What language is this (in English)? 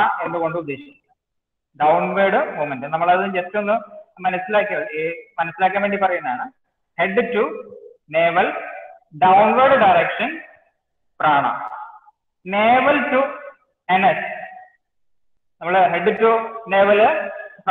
Malayalam